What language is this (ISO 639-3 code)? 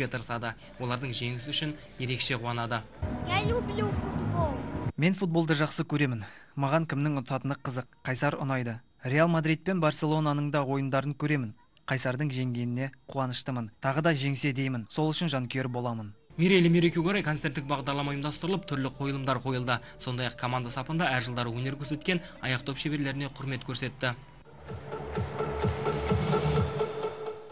kaz